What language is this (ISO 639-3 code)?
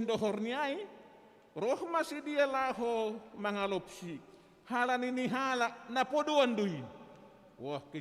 bts